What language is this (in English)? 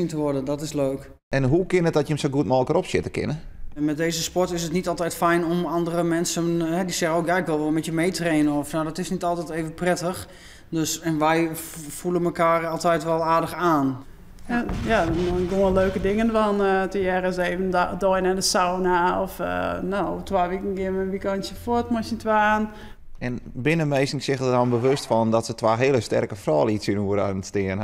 Western Frisian